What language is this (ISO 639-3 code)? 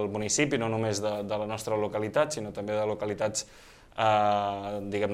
cat